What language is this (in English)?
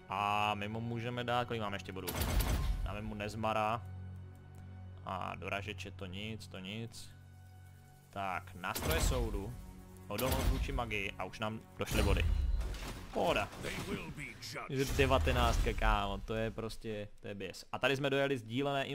Czech